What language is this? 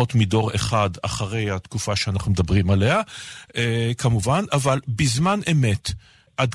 Hebrew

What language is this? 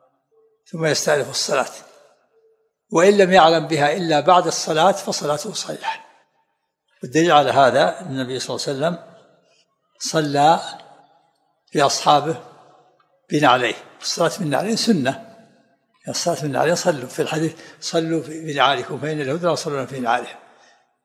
Arabic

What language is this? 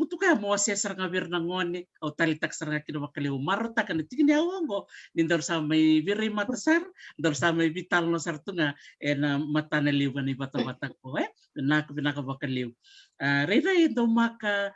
Fijian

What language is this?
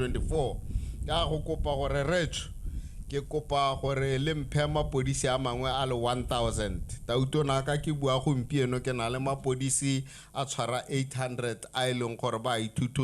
Tswana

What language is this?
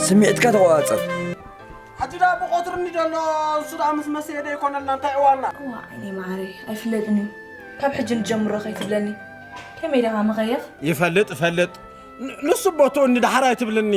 Tigrinya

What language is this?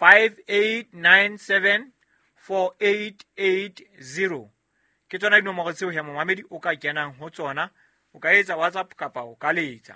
Southern Sotho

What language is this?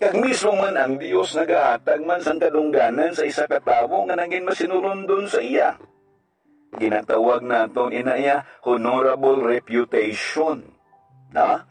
Hiligaynon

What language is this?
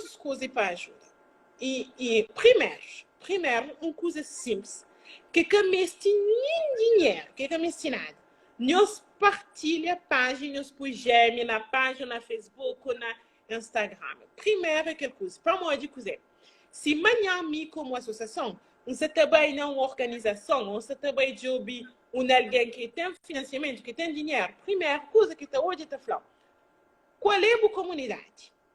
Kabuverdianu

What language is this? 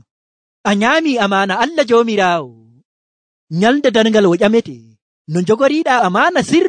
Nigerian Fulfulde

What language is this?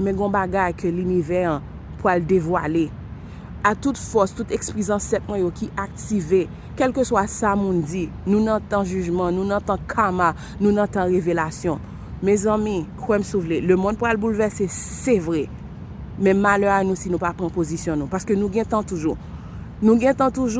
Haitian Creole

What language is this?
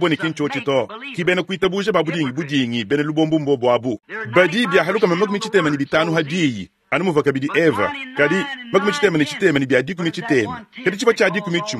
Luba-Lulua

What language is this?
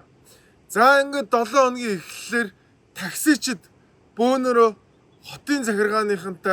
Mongolian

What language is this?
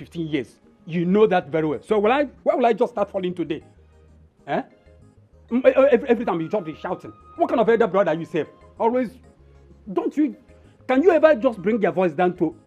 Nigerian Pidgin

